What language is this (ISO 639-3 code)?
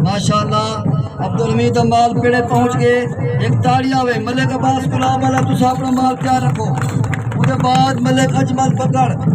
skr